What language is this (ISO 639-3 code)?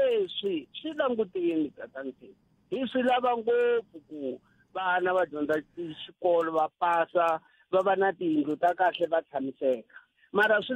tso